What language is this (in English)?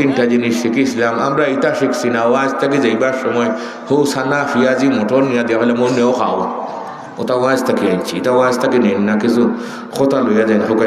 Sylheti